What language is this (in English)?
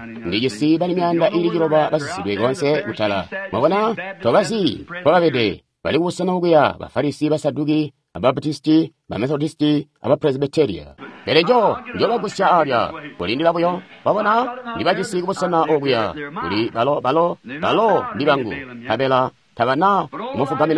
Tonga (Zambia)